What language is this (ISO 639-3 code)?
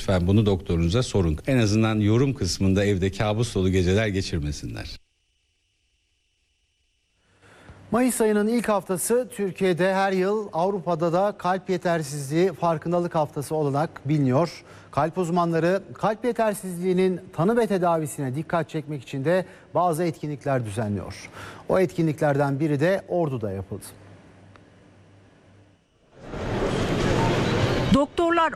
tur